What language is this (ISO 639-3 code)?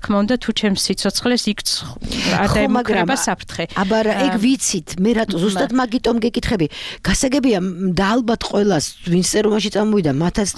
kat